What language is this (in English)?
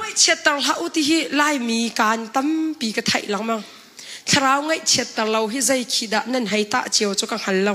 Hakha Chin